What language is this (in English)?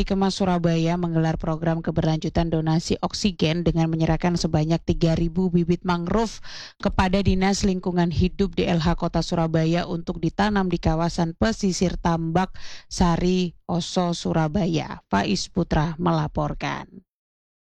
Indonesian